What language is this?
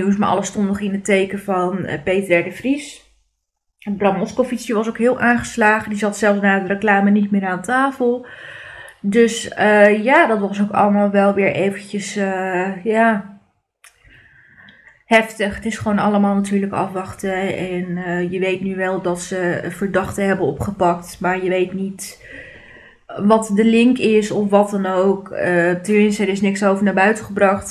Dutch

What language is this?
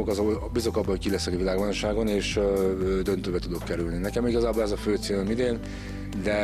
Hungarian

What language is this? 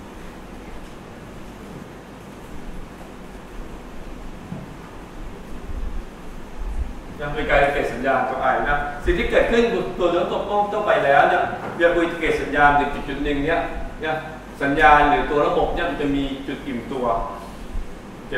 Thai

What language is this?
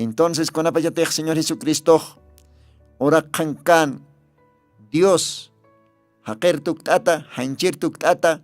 Aymara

